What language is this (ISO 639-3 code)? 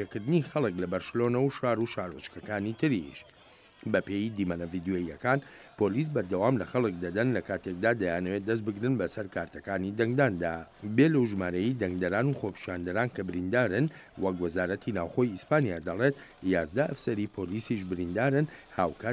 ckb